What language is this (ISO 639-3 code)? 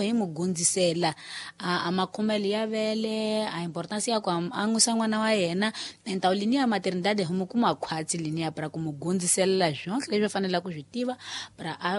tso